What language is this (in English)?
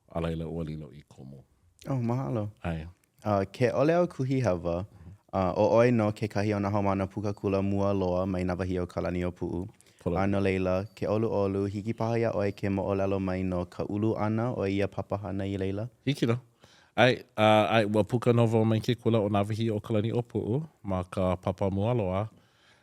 Hawaiian